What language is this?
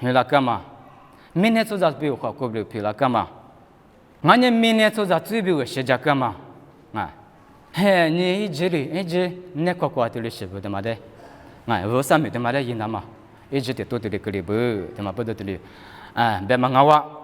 Lisu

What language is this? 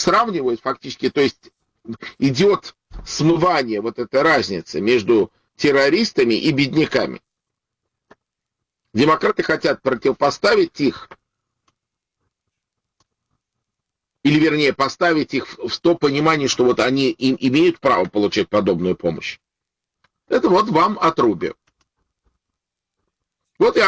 Russian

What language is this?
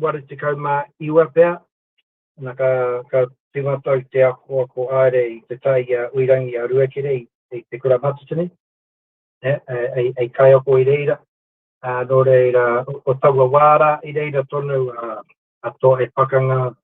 Māori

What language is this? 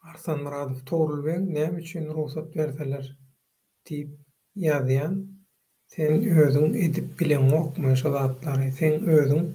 Turkmen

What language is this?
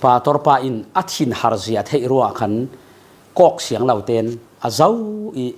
Falam Chin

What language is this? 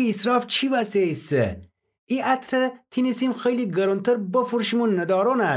Gilaki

